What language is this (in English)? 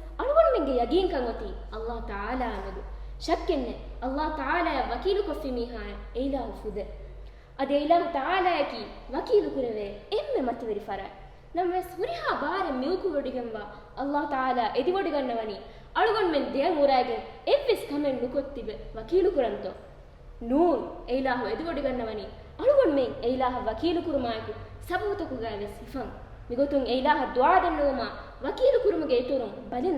Divehi